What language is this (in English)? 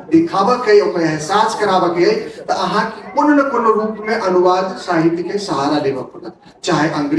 Maithili